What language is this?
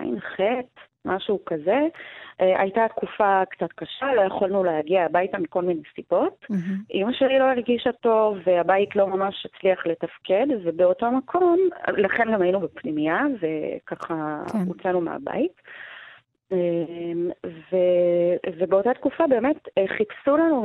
Hebrew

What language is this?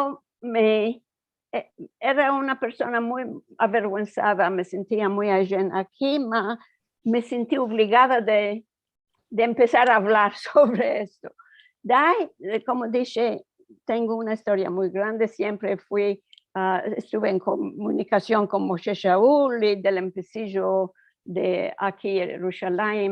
Ladino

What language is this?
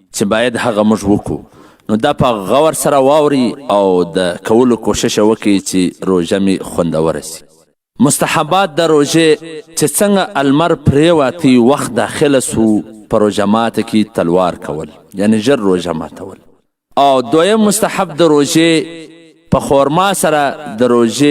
Pashto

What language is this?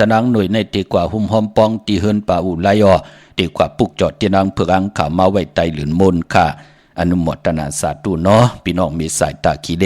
Shan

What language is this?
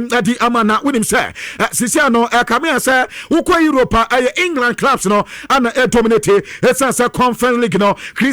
Akan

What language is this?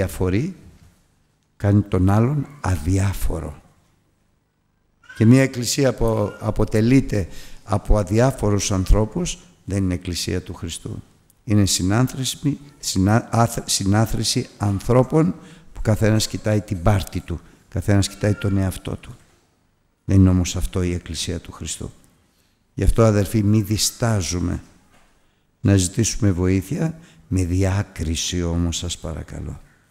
Greek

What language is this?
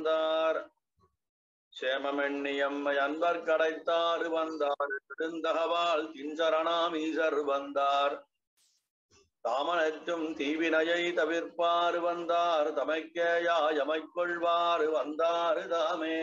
Tamil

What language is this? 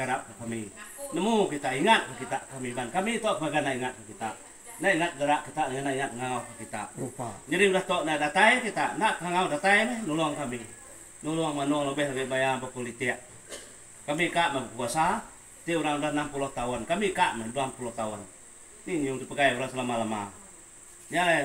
Iban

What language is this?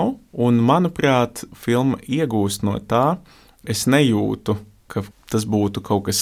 Latvian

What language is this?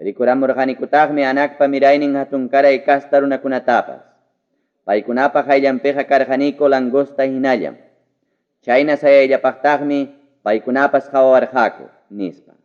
Ayacucho Quechua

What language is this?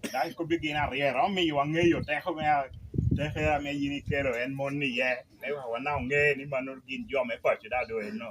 Lango (Uganda)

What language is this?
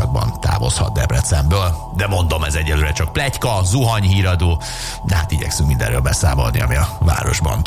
Hungarian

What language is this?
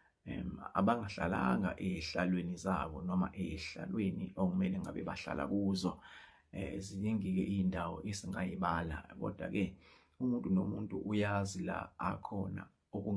Zulu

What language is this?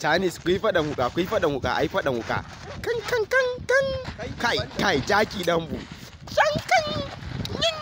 Hausa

